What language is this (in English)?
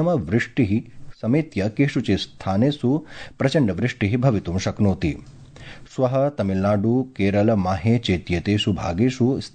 Sanskrit